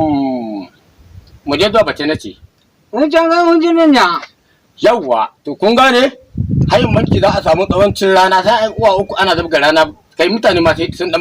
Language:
Hausa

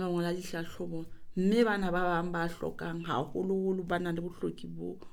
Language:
Southern Sotho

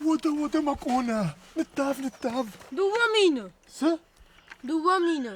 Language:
Ossetic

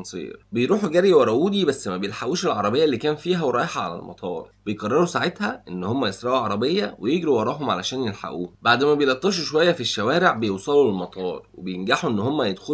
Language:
Egyptian Arabic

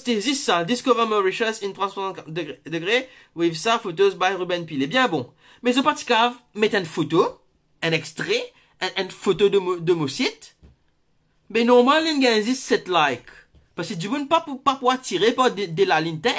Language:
Morisyen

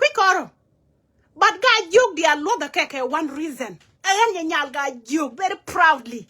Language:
Nuer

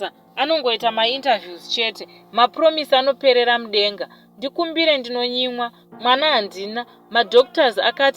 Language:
Shona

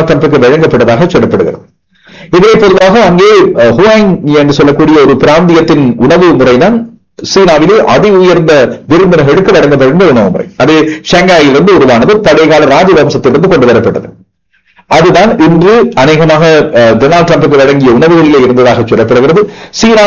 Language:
Tamil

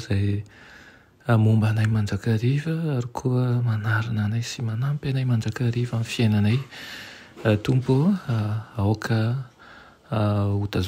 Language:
Malagasy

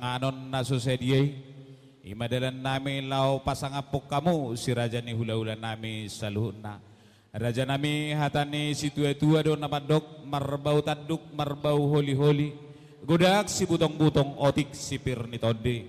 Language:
Batak Toba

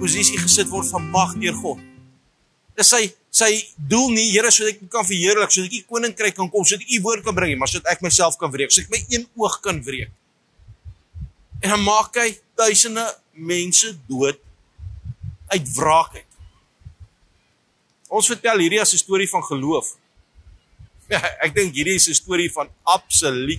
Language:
Afrikaans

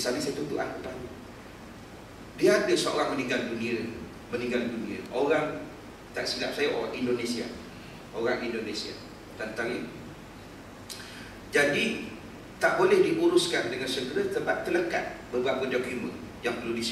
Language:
Malay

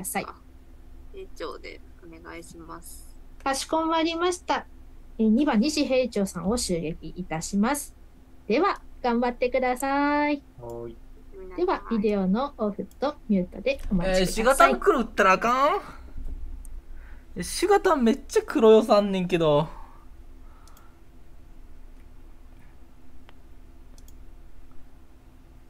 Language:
Japanese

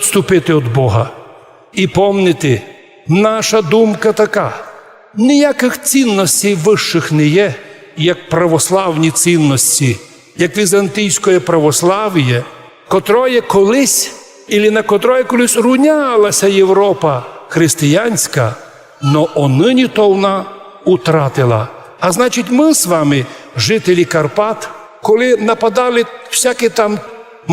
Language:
Rusyn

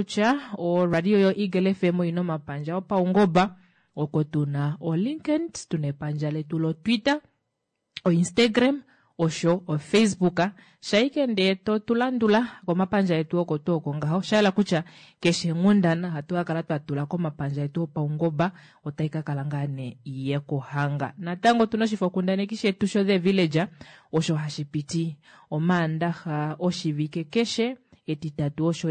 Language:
Kuanyama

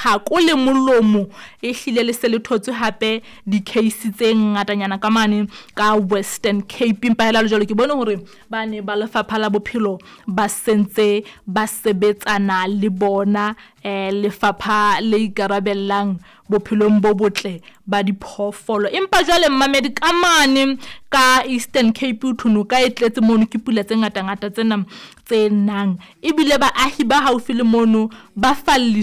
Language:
Southern Sotho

